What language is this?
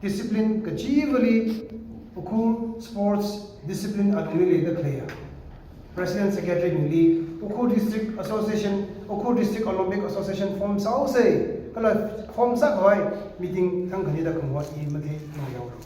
Tangkhul Naga (India)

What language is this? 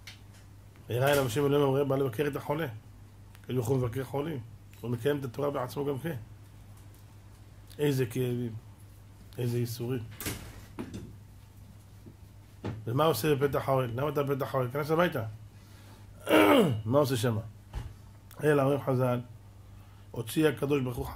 Hebrew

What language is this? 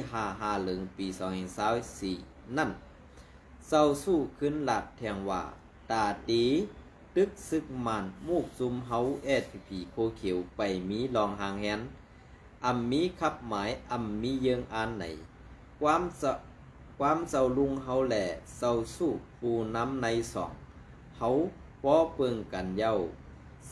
Shan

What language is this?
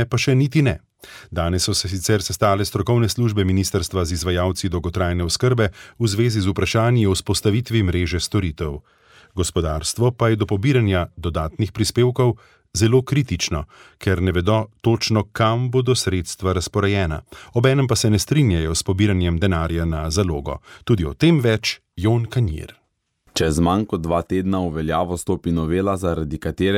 Slovenian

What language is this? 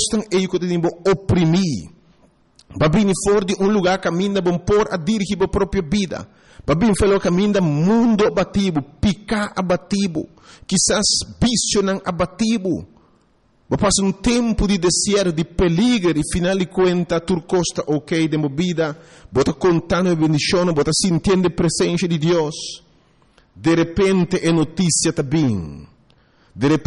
Papiamento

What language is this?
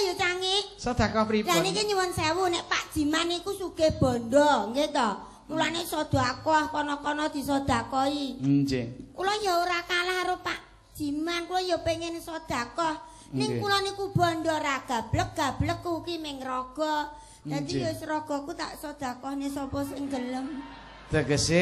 Javanese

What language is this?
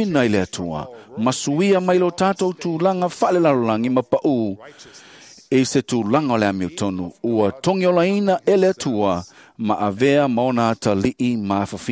Samoan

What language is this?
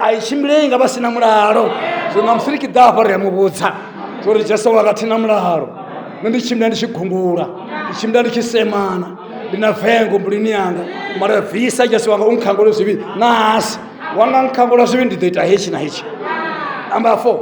Venda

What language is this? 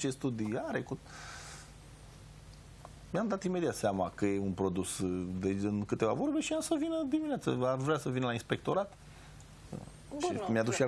Romanian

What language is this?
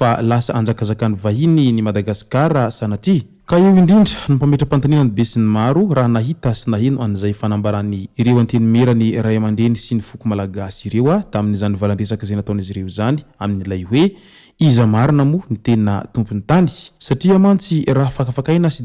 Malagasy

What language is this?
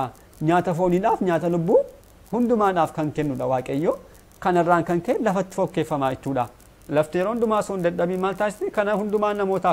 Oromo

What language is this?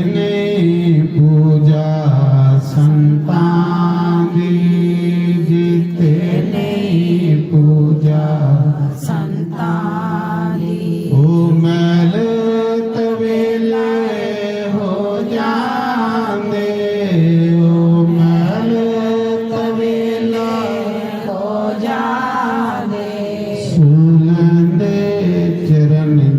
Dogri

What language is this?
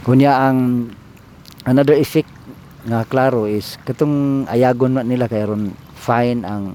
Cebuano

